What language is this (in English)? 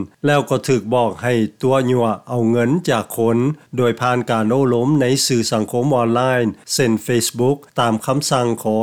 Lao